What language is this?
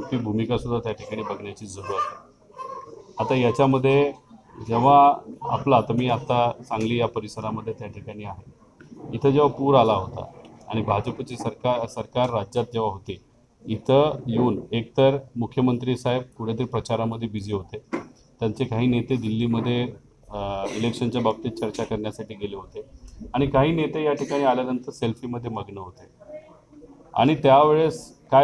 Marathi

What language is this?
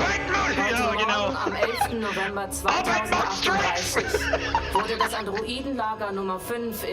Bavarian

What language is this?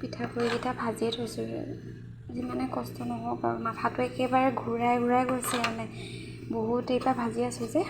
Assamese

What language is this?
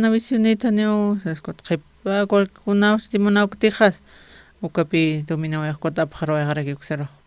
Aymara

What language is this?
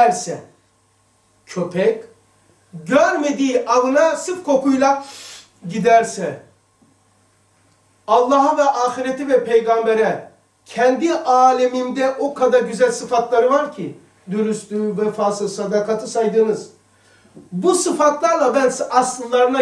Turkish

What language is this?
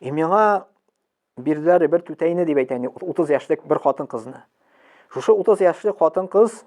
Tatar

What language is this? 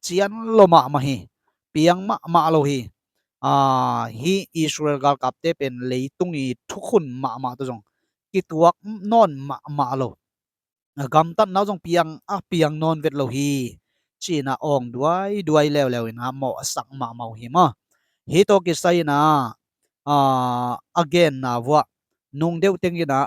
Tedim Chin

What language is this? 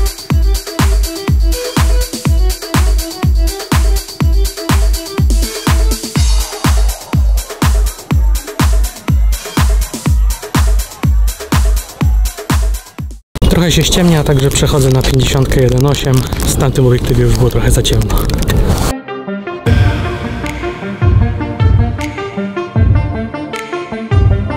Polish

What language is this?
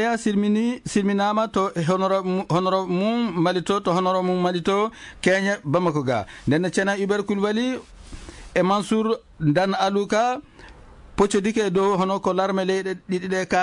Fula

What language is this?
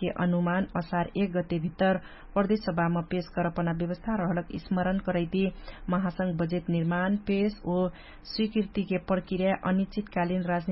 Dangaura Tharu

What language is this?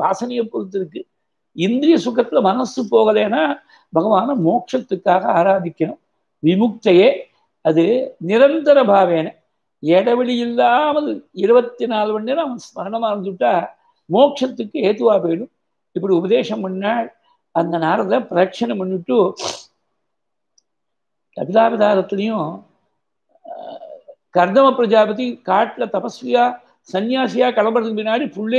Tamil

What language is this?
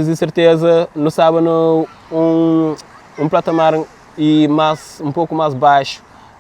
Kabuverdianu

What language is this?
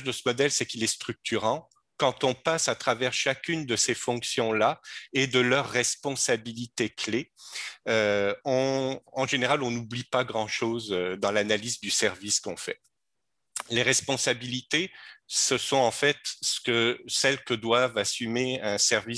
French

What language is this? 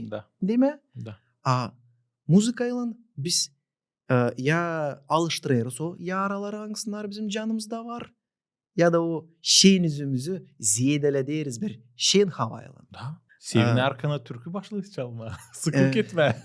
Gagauz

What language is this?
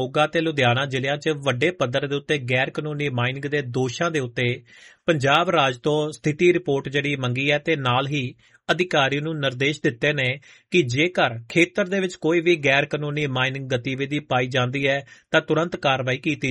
Punjabi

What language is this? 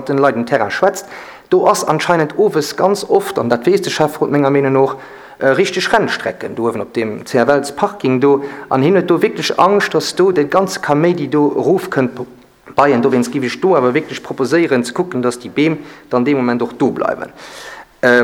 Luxembourgish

